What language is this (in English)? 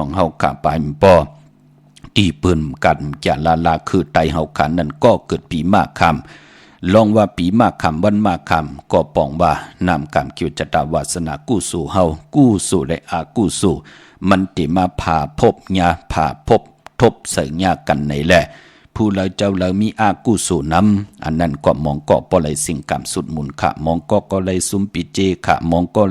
Shan